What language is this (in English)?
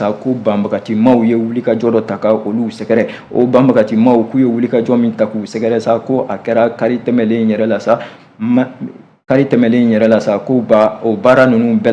Bambara